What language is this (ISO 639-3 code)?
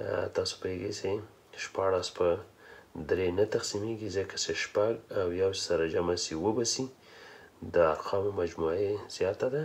pus